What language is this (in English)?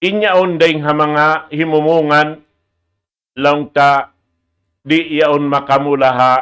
Tausug